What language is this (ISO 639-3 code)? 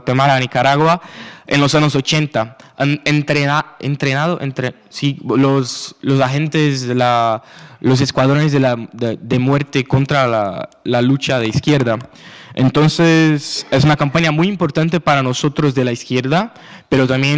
spa